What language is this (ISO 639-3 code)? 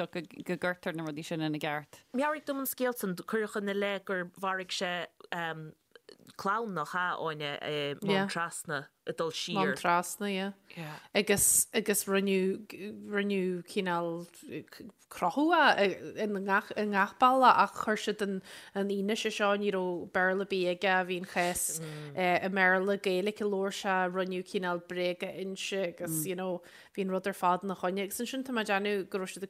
gle